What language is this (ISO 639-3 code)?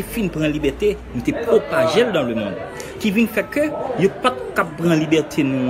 hat